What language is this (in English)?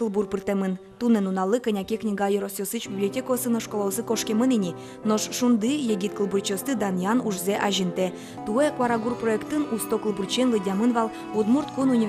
Udmurt